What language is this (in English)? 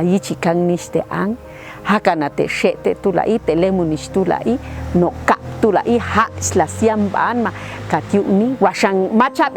Popti'